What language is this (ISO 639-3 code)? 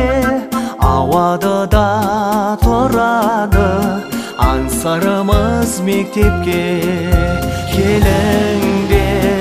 kaz